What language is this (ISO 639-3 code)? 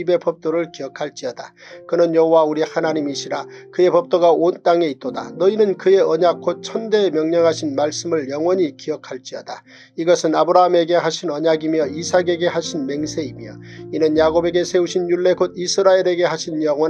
kor